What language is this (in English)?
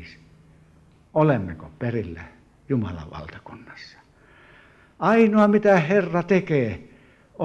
Finnish